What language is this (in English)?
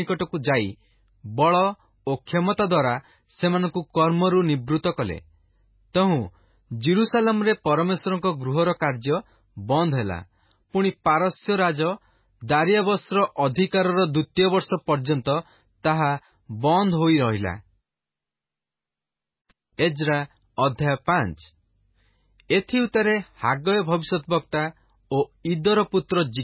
Odia